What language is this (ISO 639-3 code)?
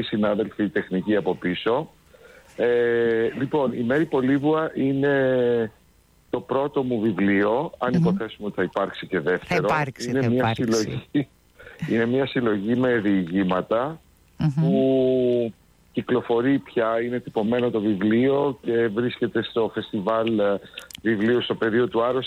ell